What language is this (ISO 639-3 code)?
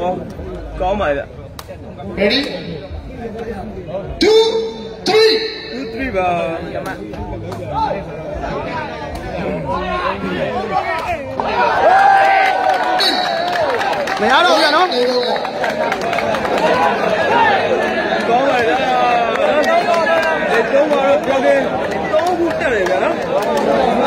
mya